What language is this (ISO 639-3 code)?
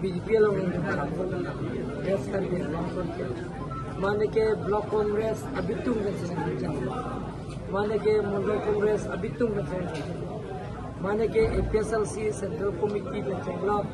mjw